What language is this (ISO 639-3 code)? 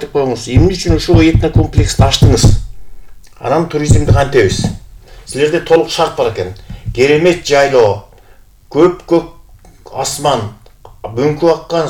kir